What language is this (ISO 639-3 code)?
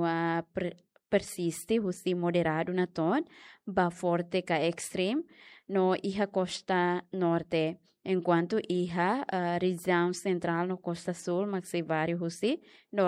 tet